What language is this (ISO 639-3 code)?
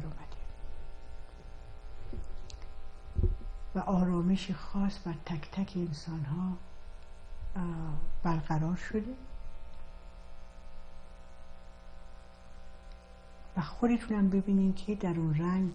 fas